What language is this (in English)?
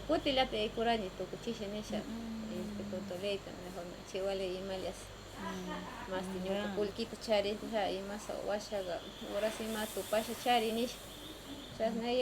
Northern Pastaza Quichua